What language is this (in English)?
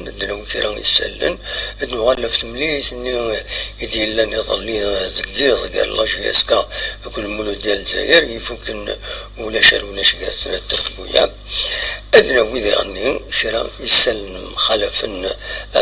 Kabyle